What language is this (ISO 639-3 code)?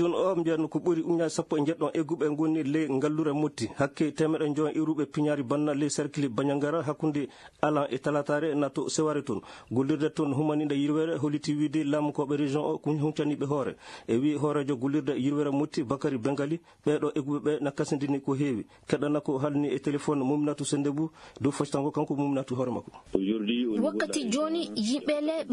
ful